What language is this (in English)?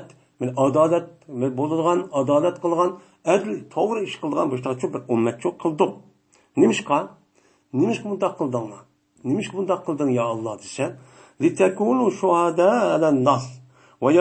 Uyghur